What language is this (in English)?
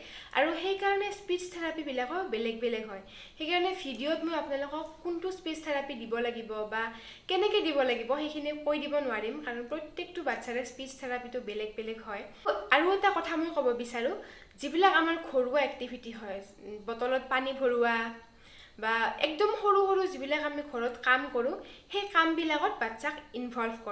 Assamese